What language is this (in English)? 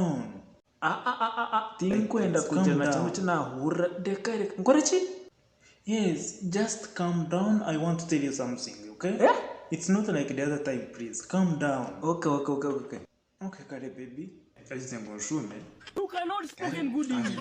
Nyankole